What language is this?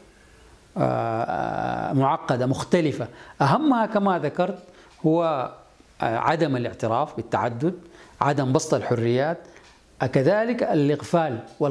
Arabic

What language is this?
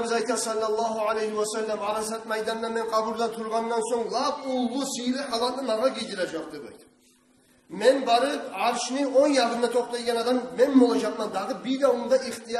Kumyk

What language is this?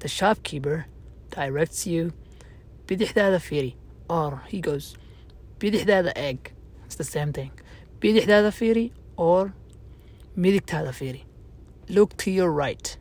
English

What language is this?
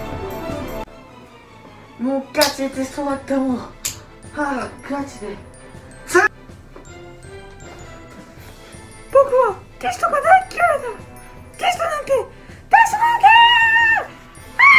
Japanese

